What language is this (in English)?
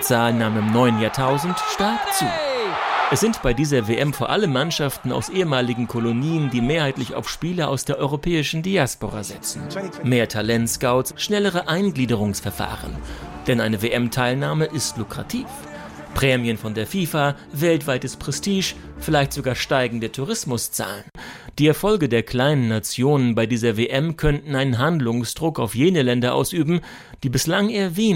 German